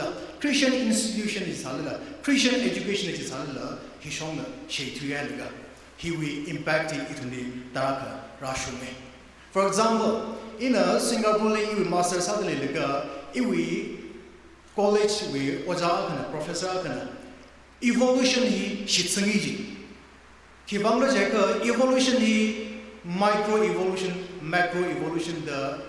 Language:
Tangkhul Naga (India)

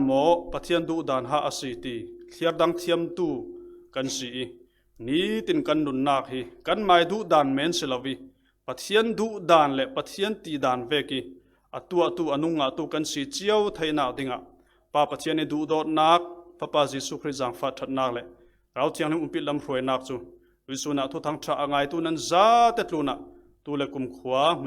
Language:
Falam Chin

